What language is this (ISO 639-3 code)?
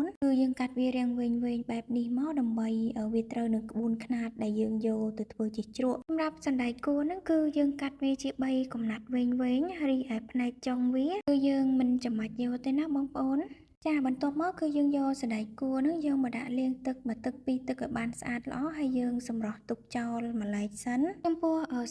khm